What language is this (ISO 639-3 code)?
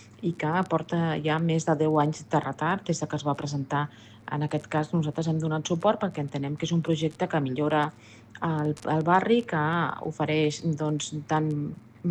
cat